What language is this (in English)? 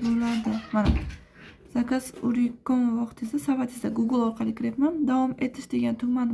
Uzbek